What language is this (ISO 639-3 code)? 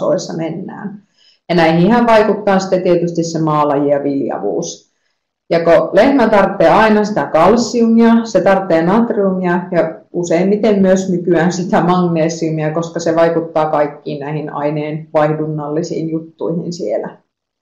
fin